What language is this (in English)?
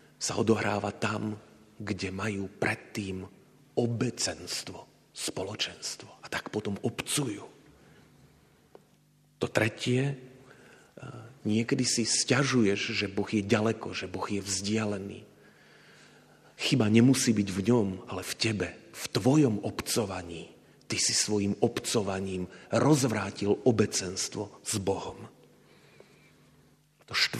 Slovak